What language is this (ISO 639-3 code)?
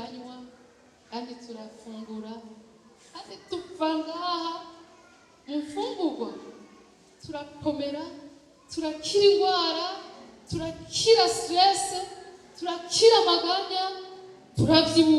run